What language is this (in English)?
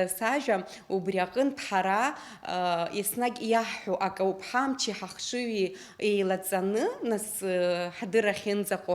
Abkhazian